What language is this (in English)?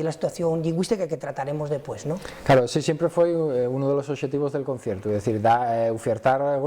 Asturian